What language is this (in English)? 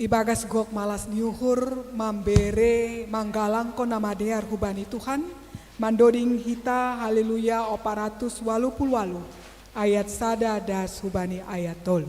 Batak Simalungun